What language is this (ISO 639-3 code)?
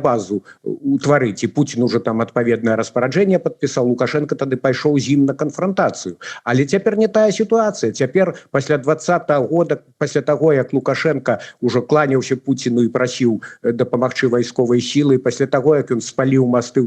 bel